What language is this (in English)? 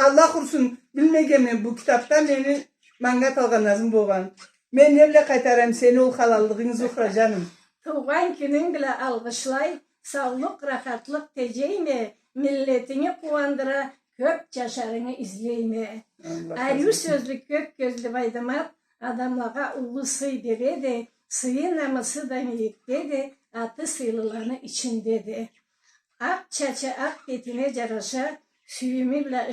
Karachay-Balkar